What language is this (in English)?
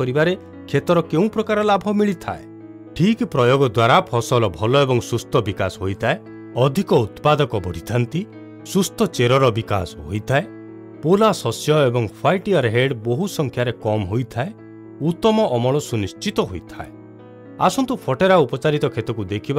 Odia